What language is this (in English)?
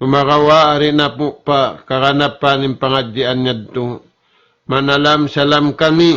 Tausug